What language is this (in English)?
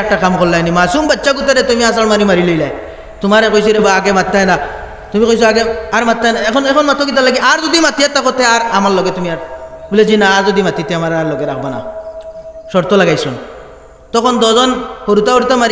Sylheti